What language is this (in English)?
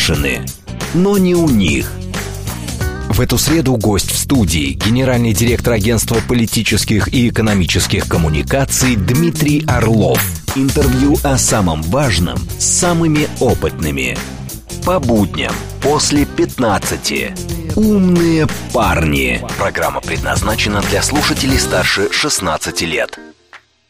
Russian